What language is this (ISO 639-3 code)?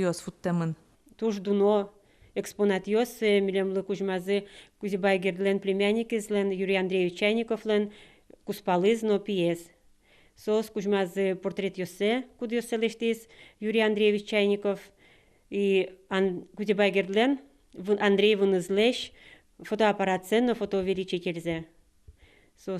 udm